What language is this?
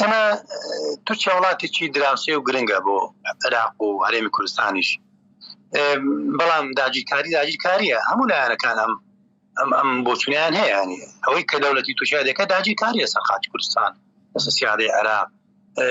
Central Kurdish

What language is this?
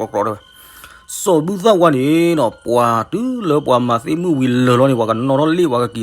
S'gaw Karen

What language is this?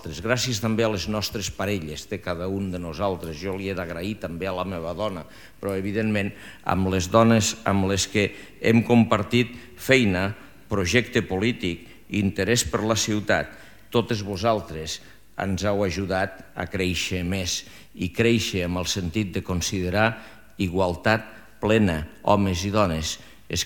Catalan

